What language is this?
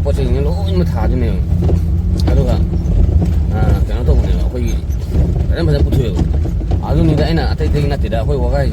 Manipuri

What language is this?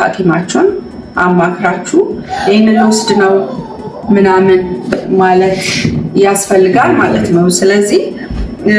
Amharic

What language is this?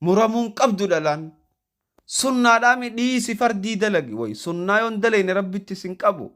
Oromo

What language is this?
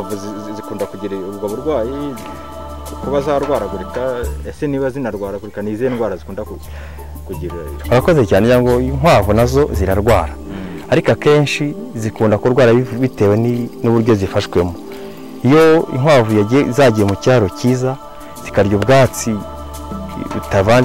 Kinyarwanda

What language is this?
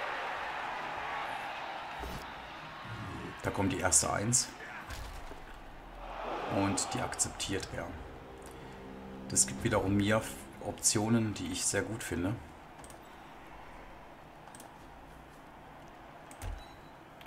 German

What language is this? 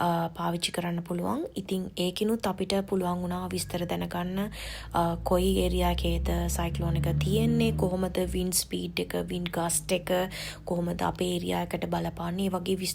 Sinhala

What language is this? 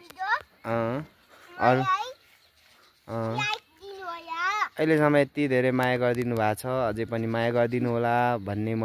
Nepali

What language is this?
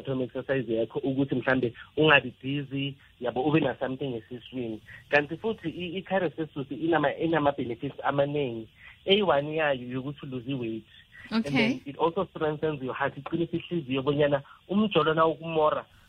South Ndebele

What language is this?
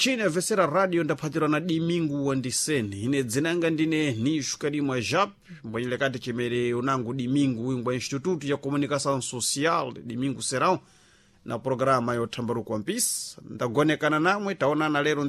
Sena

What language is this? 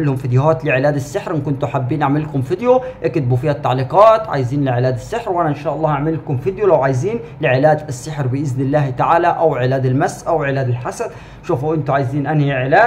Egyptian Arabic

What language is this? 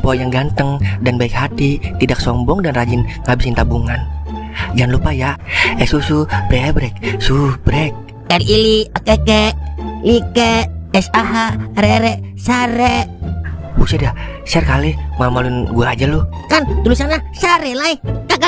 Betawi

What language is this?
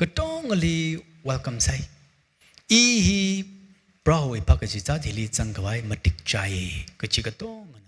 Tangkhul Naga (India)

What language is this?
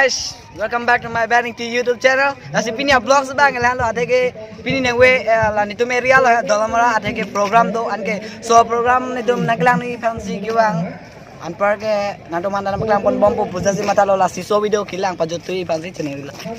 Karbi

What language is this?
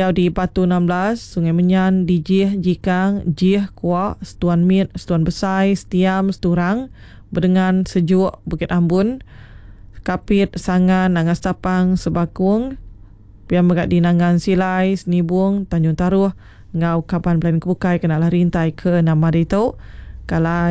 Iban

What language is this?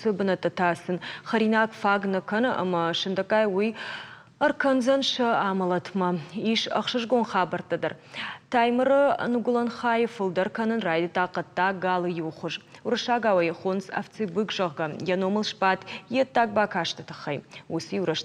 Ossetic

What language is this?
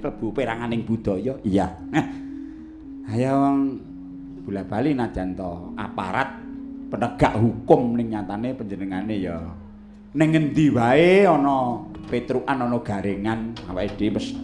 Javanese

